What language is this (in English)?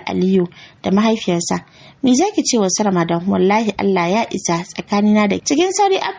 Hausa